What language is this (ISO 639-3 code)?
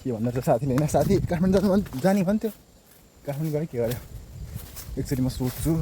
nep